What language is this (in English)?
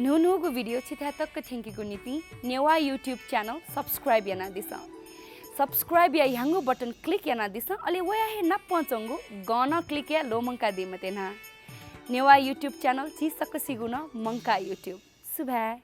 Newari